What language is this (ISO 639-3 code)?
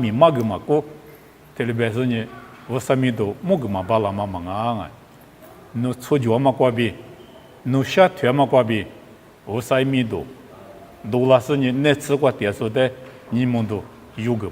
lis